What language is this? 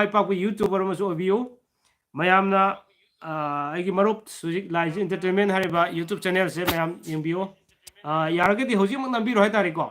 Manipuri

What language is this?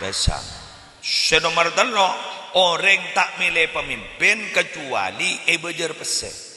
Madurese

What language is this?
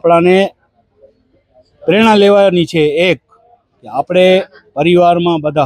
Gujarati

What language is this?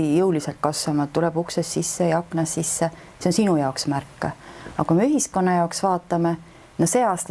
Estonian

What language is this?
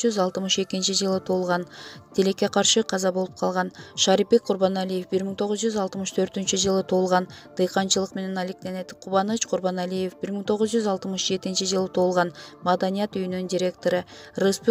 Kyrgyz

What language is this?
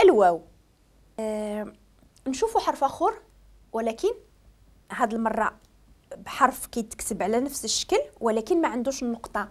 Moroccan Arabic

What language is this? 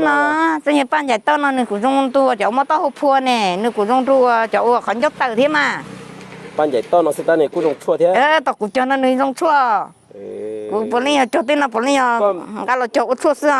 Hmong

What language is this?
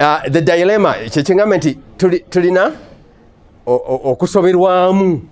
Ganda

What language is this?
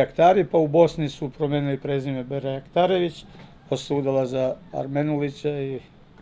Serbian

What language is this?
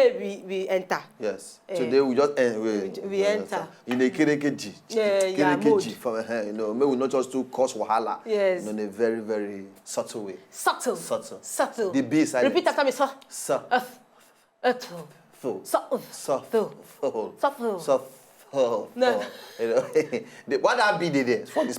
Nigerian Pidgin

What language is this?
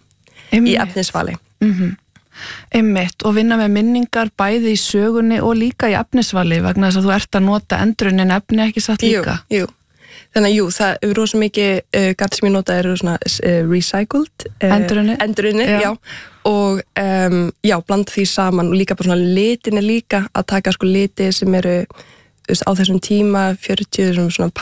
Icelandic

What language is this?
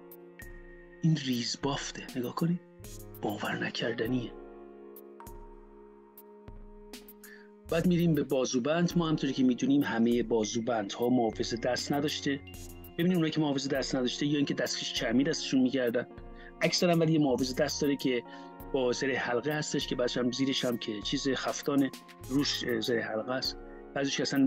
Persian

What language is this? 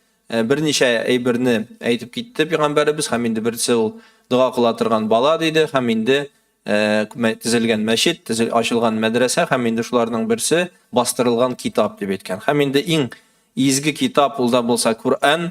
Tatar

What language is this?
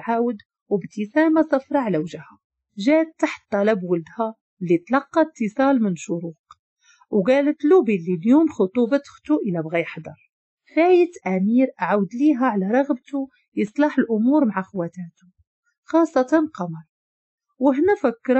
Moroccan Arabic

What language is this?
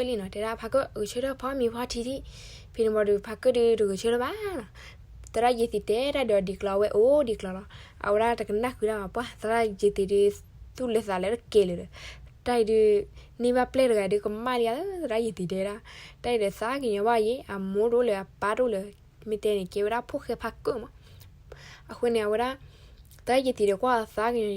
S'gaw Karen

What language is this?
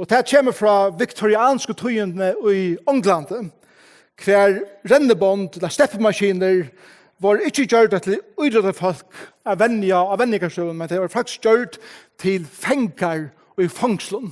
Faroese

